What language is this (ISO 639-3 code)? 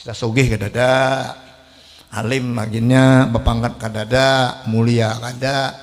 bjn